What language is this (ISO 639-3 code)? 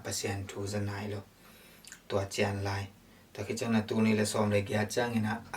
ctd